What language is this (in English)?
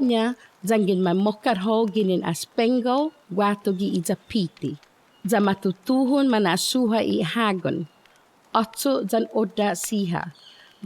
Chamorro